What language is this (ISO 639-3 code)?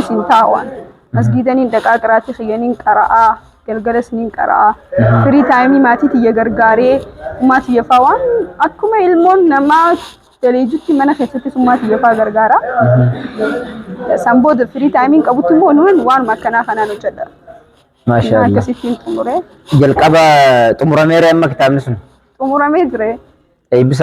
orm